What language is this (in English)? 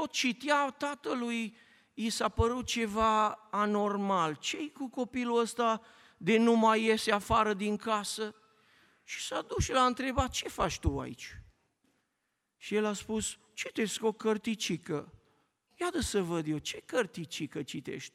Romanian